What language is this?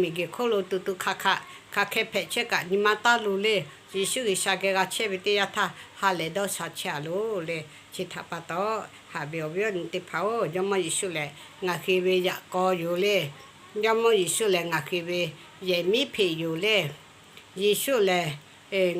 Lahu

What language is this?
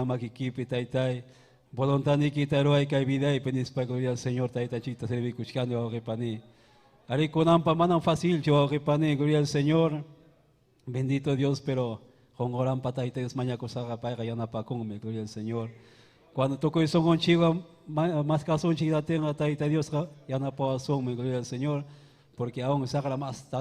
Ayacucho Quechua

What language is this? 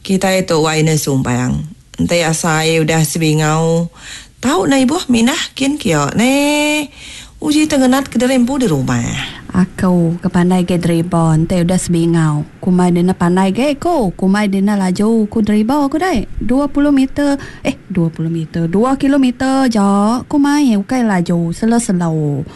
Iban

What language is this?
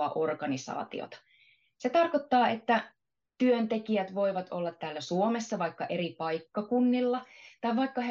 Finnish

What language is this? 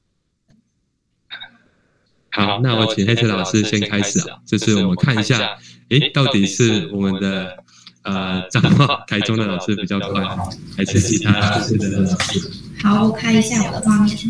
Chinese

